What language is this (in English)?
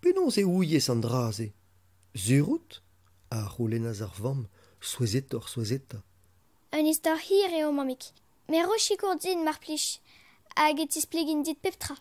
Breton